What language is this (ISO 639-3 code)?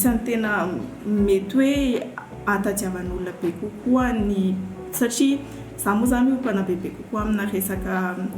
mlg